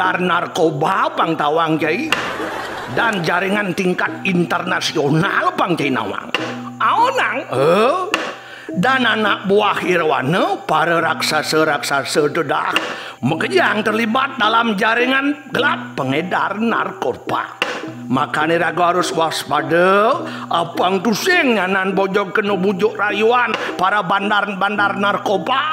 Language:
Balinese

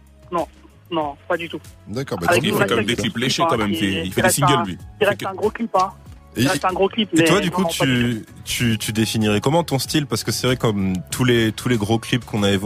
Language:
French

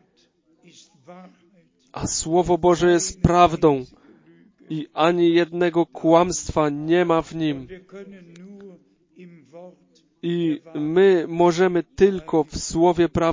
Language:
Polish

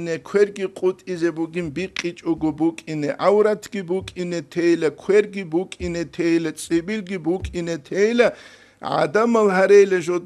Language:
Avaric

